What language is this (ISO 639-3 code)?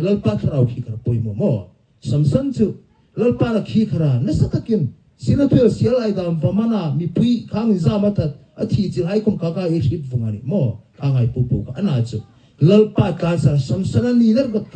hmr